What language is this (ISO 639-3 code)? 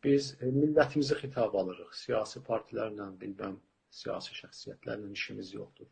azb